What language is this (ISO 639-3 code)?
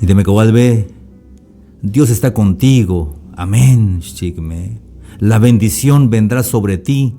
tzh